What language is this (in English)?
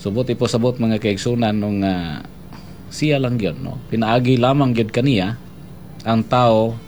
Cebuano